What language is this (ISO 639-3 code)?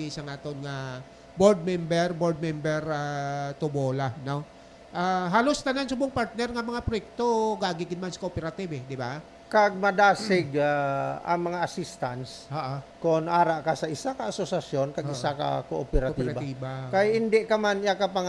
hil